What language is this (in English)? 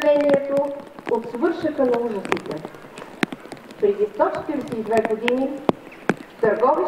Bulgarian